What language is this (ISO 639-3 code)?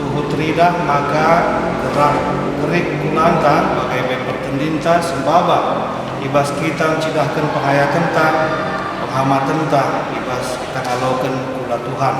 btx